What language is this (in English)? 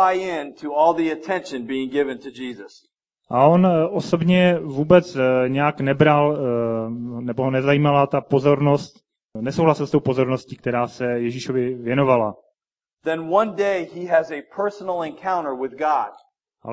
Czech